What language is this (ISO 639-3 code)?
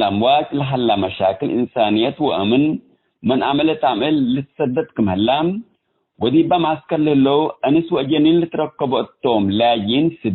tig